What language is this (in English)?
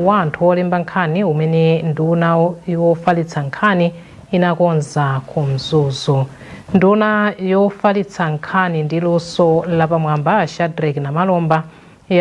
Nyanja